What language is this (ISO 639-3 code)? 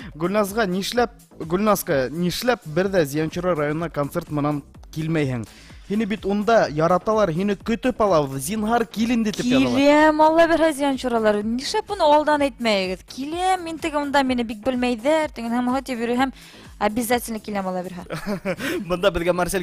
bak